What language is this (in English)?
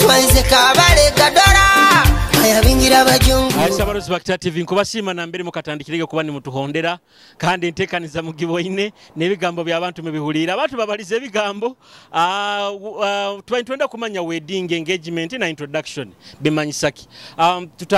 Nyoro